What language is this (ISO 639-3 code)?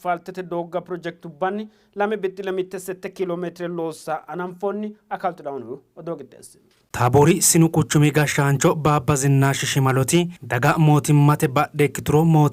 sid